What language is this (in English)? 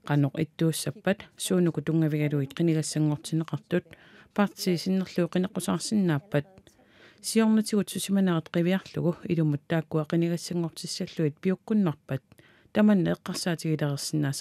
Kalaallisut